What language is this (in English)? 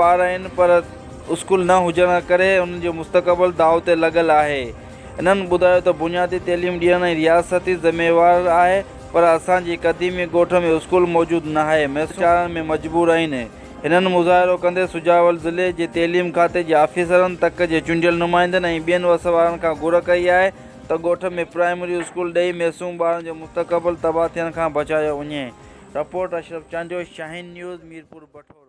Sindhi